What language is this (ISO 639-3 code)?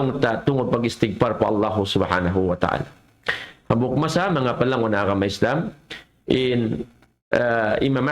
tsg